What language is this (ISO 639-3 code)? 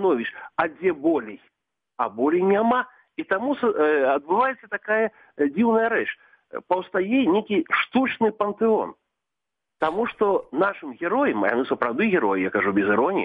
bel